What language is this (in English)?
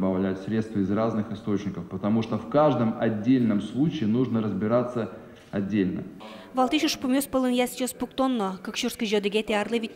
Udmurt